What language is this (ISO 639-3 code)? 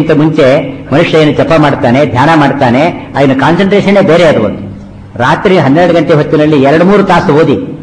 kan